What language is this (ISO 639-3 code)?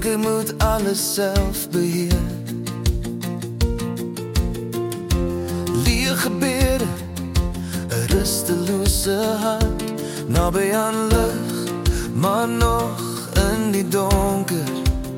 afr